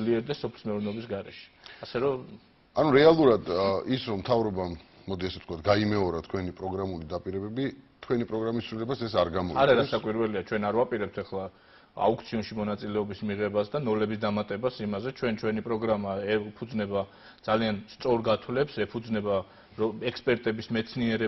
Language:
Georgian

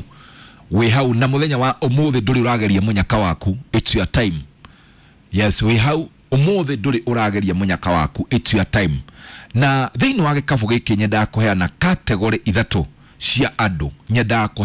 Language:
Kikuyu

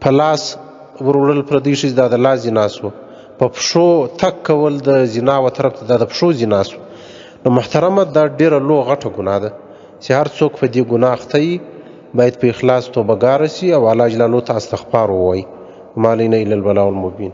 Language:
Pashto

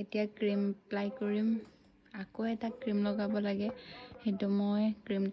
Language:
Assamese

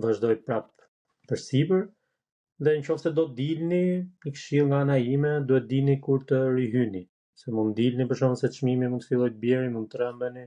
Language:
Albanian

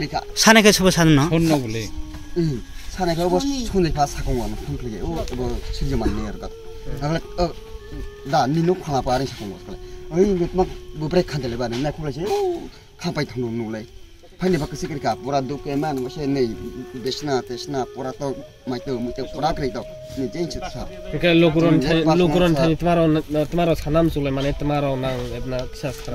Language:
Kok Borok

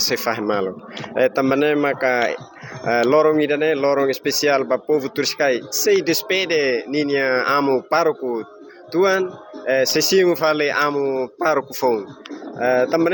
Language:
Tetum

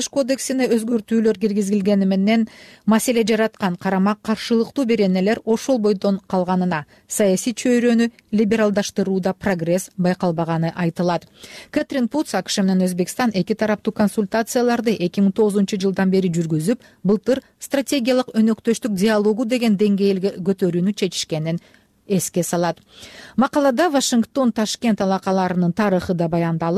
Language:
Kyrgyz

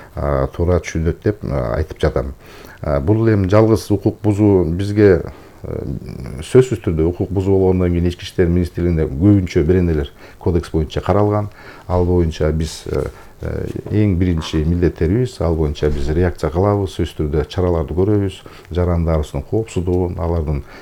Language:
Kyrgyz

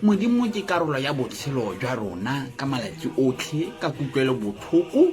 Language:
Tswana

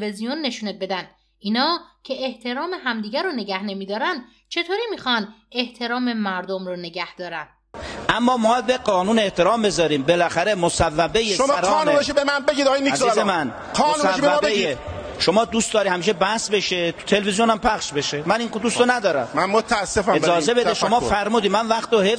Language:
Persian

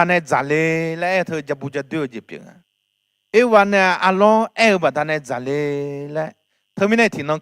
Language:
Akha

